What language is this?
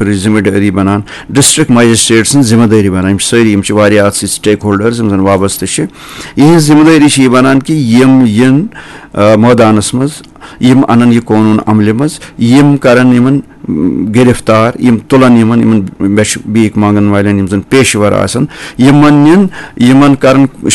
Kashmiri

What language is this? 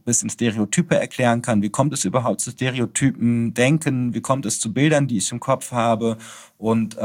German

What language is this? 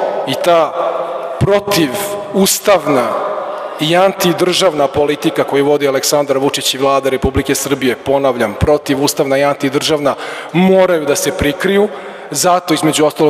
Serbian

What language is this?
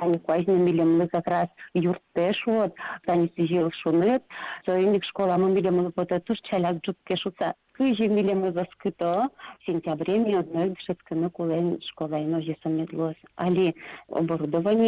Udmurt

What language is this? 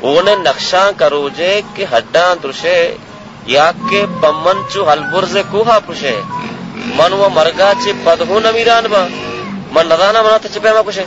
Baluchi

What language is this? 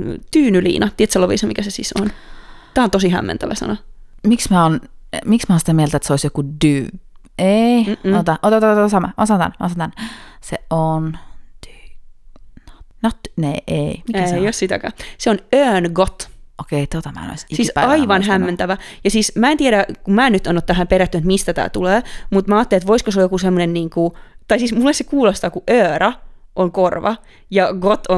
Finnish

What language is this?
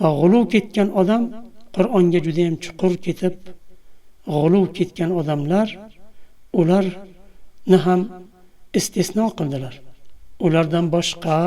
Uzbek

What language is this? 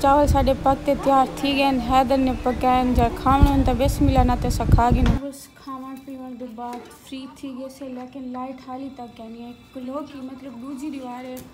Saraiki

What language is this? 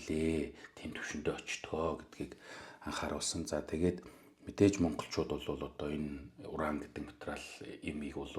Mongolian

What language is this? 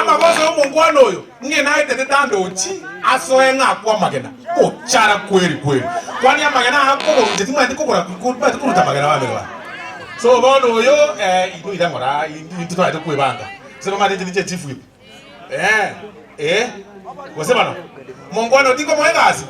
Gusii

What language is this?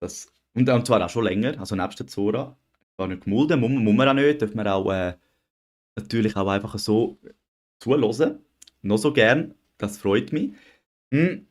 Swiss German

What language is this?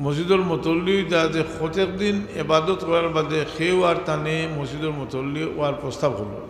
Sylheti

